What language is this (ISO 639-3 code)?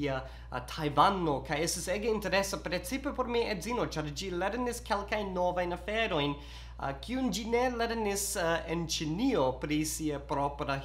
epo